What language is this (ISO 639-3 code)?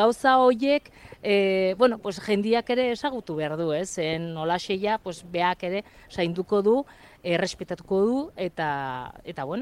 eus